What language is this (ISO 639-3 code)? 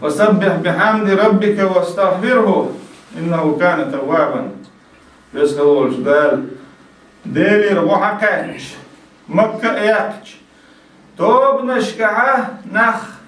che